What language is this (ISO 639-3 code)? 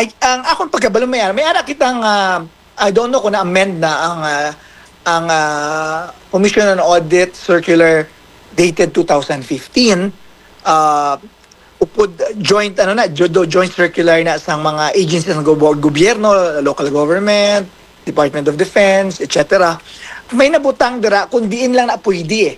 hil